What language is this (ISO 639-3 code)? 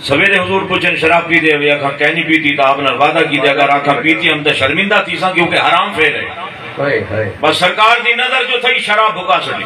skr